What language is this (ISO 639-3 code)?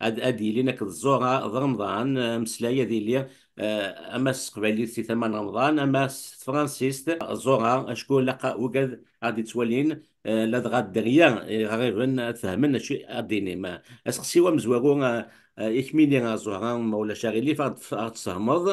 kab